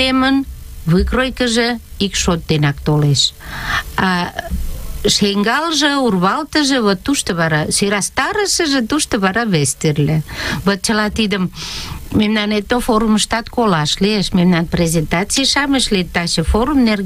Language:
Mari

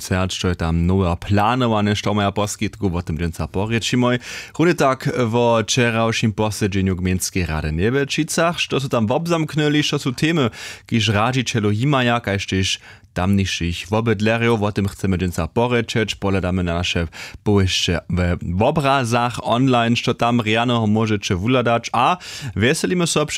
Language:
Upper Sorbian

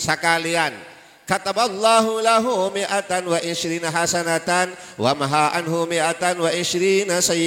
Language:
Madurese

